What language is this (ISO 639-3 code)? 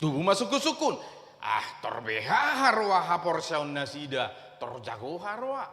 bbc